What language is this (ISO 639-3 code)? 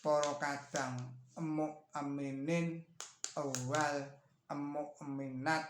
jav